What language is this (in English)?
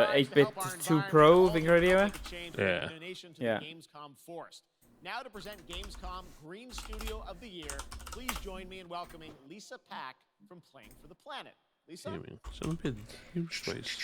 Welsh